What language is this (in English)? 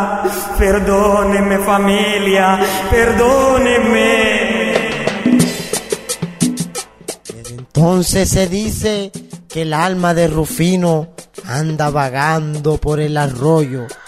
Spanish